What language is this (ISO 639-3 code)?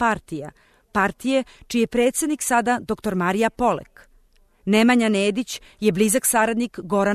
srp